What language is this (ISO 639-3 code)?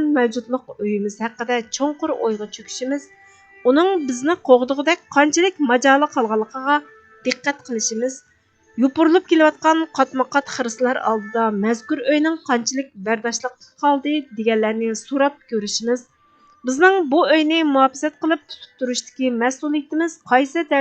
uig